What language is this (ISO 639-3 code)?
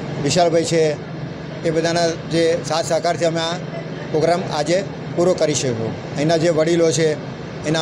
guj